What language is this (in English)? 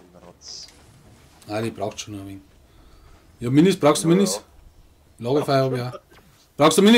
Bavarian